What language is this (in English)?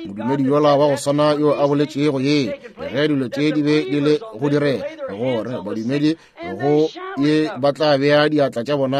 Northern Sotho